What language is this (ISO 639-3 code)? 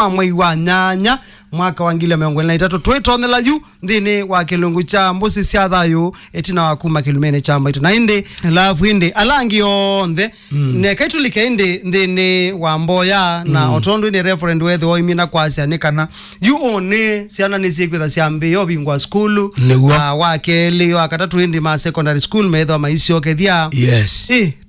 kam